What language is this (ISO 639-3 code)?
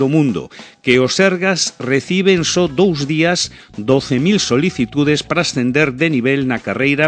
glg